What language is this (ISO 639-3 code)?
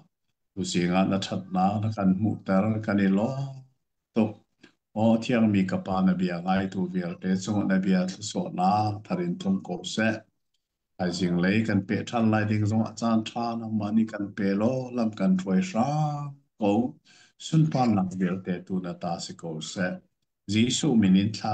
cnh